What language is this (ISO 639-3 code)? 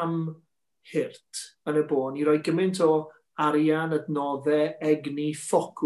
cym